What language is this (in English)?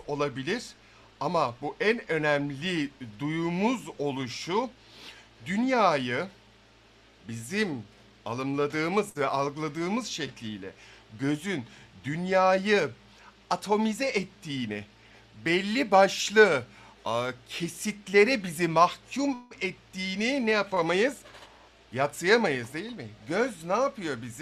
Turkish